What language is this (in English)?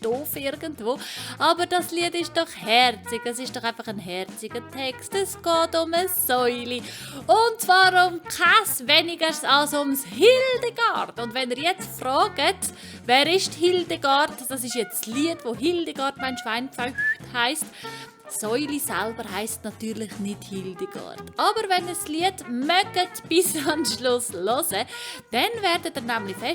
Swiss German